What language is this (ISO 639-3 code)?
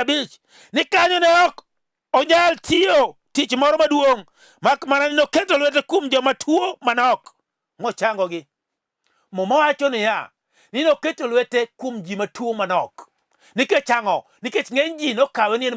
luo